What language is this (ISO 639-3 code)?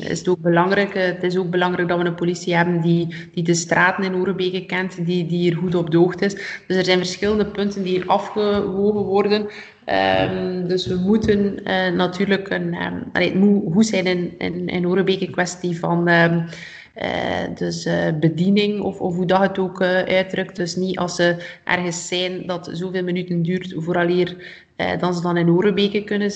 nld